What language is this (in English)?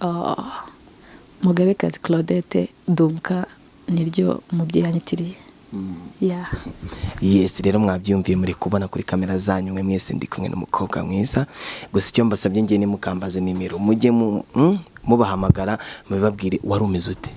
Kinyarwanda